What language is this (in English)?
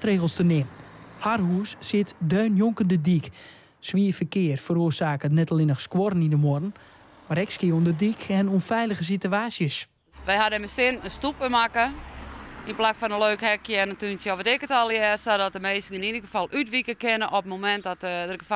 Western Frisian